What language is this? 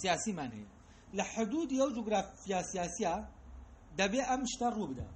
Central Kurdish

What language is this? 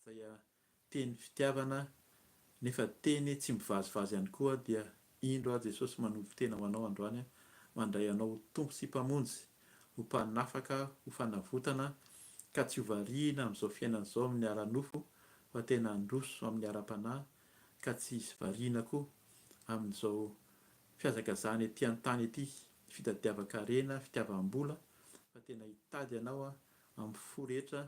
Malagasy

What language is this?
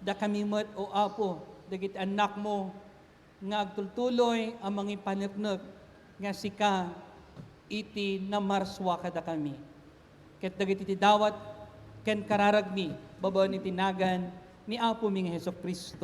Iloko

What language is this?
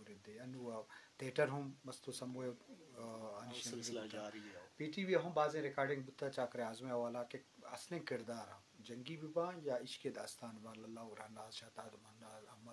Eastern Balochi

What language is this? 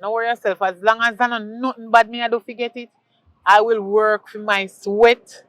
Jamaican Creole English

